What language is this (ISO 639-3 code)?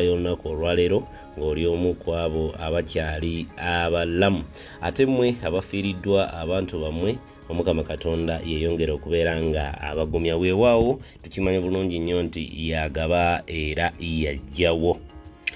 lug